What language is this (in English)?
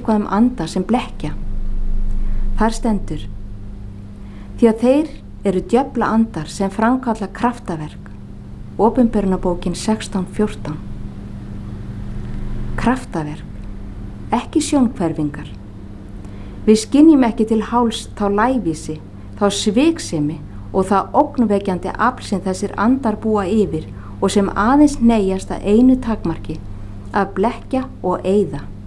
Icelandic